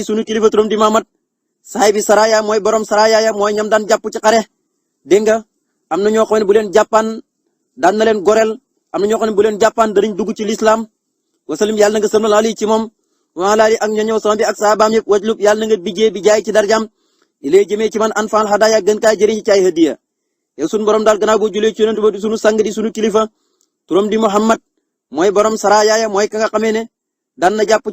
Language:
Wolof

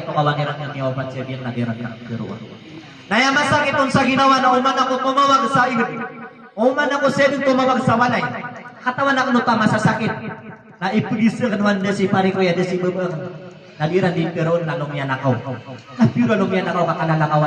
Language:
Maranao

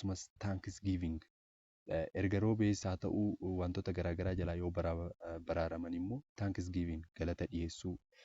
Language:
Oromo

